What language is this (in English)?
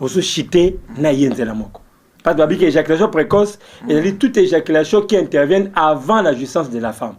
Lingala